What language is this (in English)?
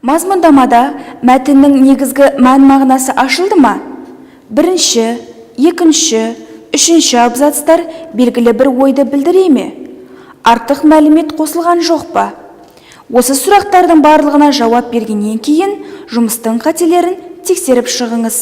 Kazakh